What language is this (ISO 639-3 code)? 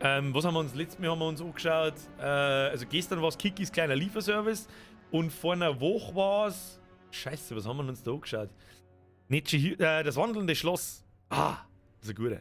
bar